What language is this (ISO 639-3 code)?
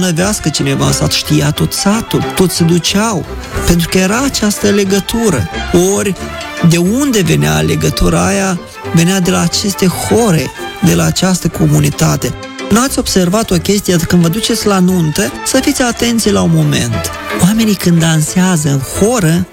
ron